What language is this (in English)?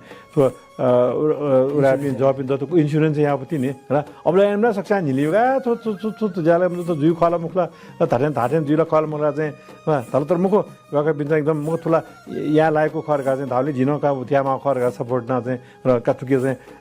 Newari